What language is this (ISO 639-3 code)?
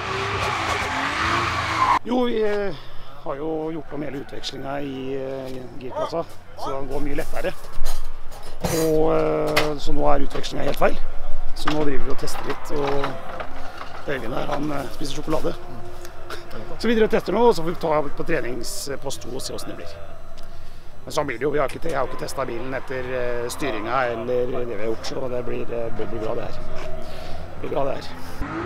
nor